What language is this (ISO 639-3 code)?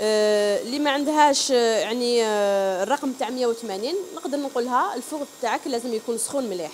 arq